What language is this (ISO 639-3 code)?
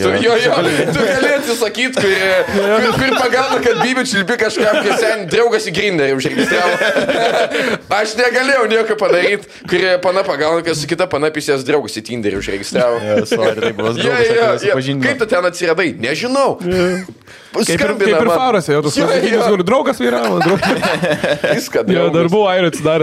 lit